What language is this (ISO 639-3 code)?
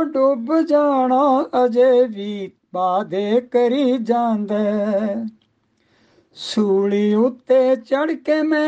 pan